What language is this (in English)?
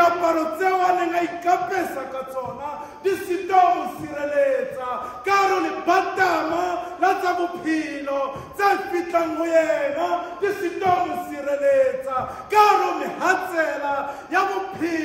Southern Sotho